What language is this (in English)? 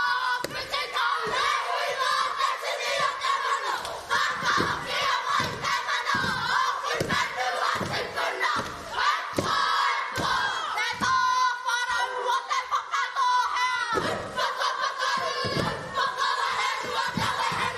Māori